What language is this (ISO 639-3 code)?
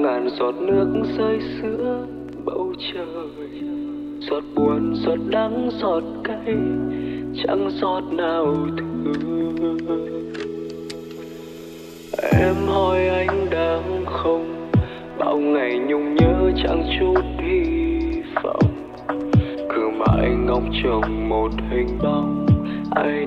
vie